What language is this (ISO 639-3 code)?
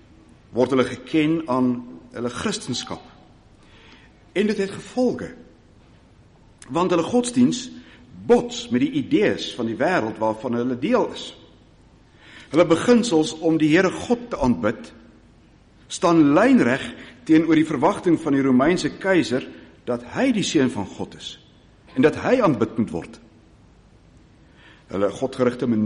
afr